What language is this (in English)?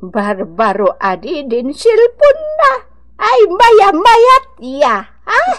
Iloko